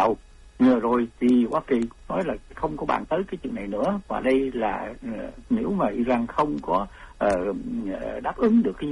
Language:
Vietnamese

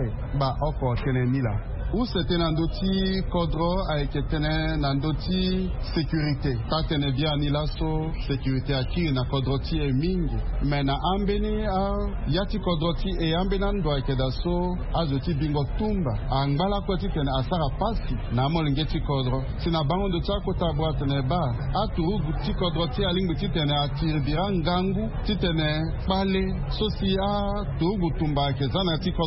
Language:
Sango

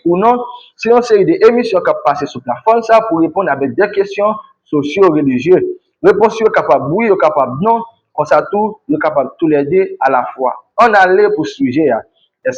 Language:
Haitian Creole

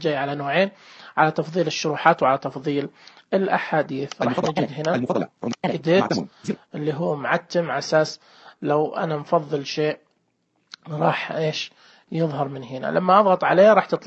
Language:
Najdi Arabic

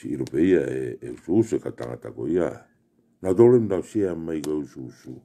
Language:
Tongan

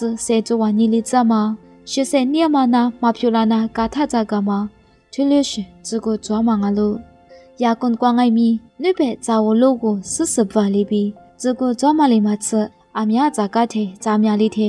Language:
Lisu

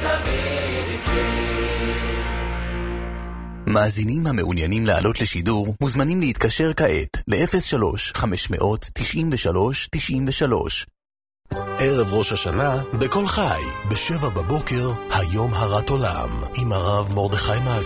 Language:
Hebrew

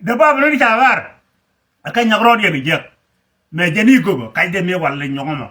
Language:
Nuer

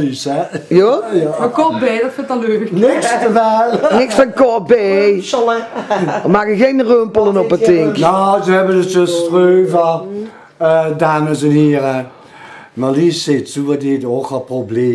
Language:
Limburgish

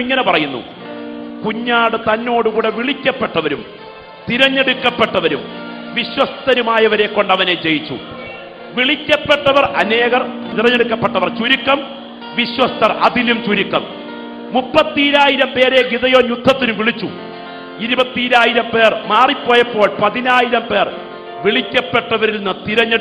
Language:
Malayalam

